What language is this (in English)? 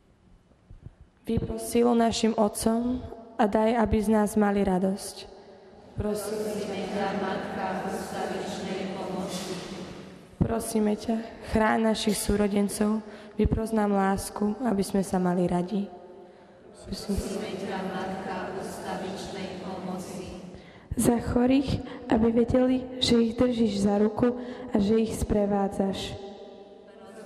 Slovak